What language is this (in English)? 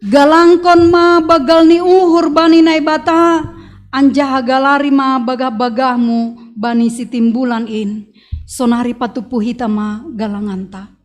Batak Simalungun